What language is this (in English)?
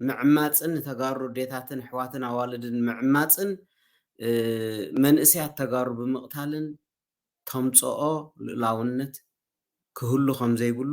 Tigrinya